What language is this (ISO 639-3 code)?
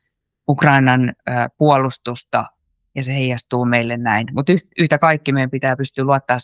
fin